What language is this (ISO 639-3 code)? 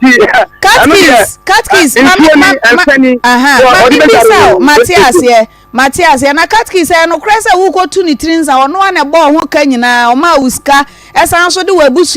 aka